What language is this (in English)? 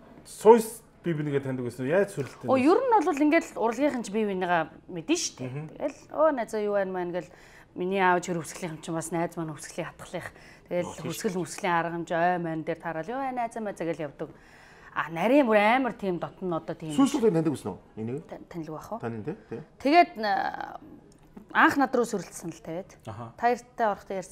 Mongolian